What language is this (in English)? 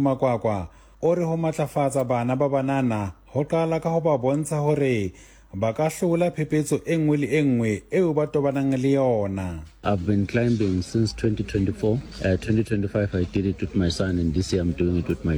Southern Sotho